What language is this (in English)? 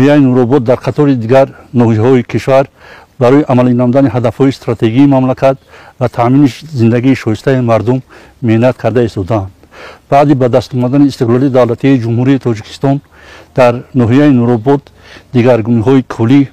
Tajik